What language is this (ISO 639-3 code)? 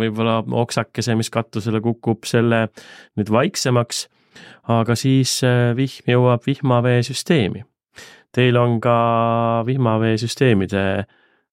est